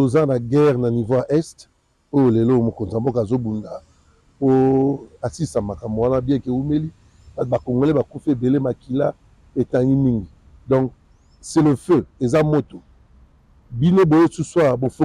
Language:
Lingala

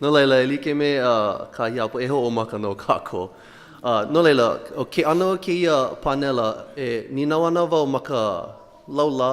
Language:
Hawaiian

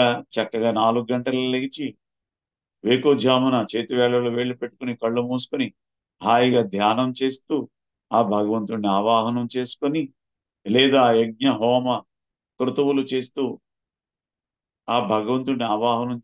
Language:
Telugu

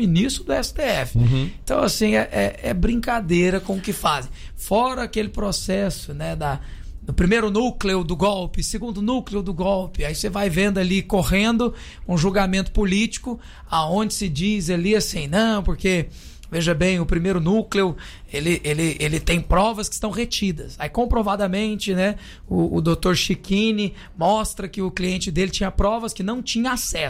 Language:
Portuguese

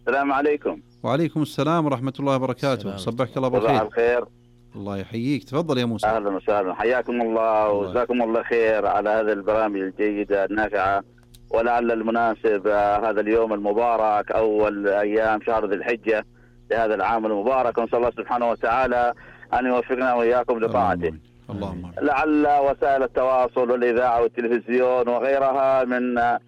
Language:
Najdi Arabic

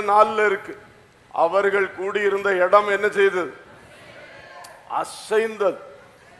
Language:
Tamil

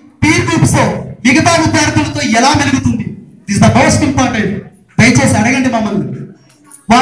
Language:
Telugu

